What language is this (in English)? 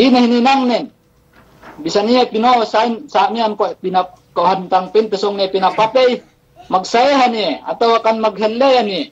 Yakan